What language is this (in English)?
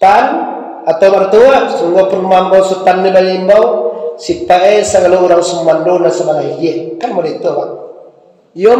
Minangkabau